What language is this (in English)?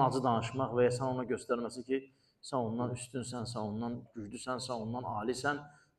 Azerbaijani